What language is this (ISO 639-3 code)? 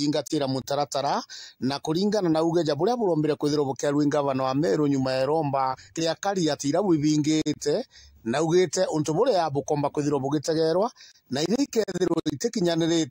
mer